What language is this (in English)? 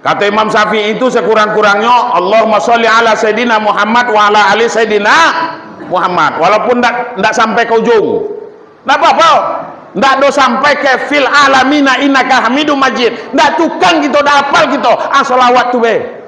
Minangkabau